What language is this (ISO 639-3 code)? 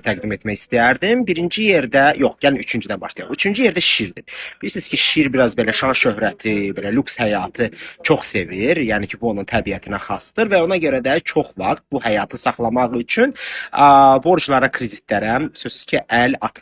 aze